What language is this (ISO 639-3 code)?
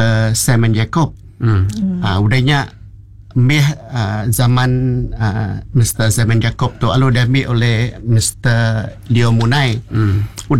iba